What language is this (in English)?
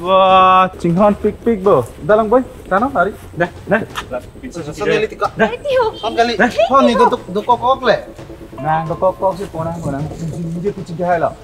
Karbi